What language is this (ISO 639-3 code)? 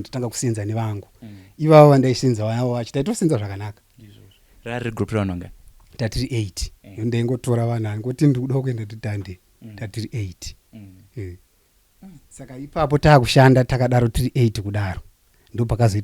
sna